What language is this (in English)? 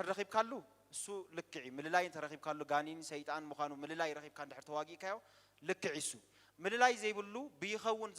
Tigrinya